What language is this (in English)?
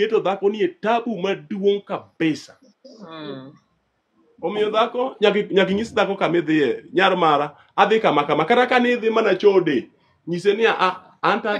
Luo (Kenya and Tanzania)